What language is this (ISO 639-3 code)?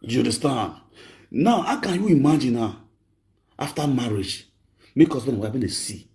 pcm